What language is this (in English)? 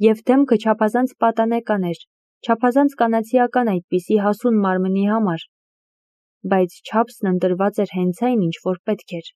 Armenian